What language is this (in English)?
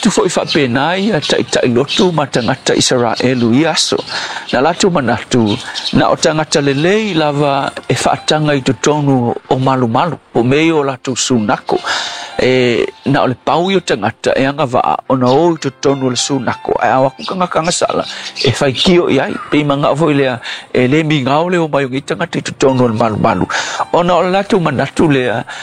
Samoan